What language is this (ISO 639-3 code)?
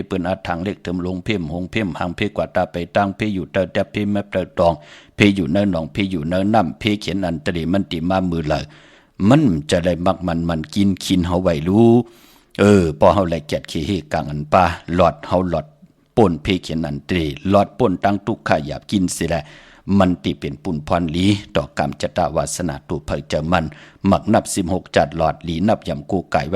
shn